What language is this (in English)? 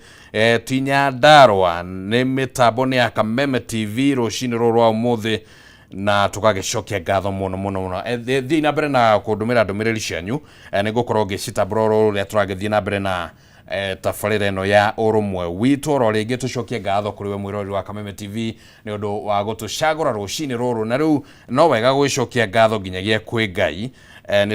Kikuyu